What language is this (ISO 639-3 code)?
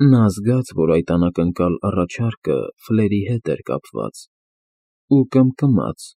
hye